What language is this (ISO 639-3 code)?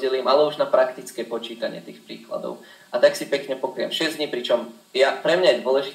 slk